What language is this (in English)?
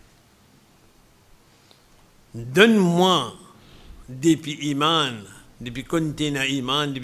French